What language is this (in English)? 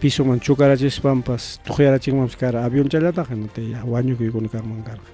Ayacucho Quechua